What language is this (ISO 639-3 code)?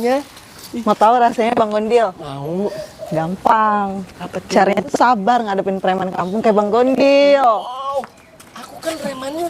bew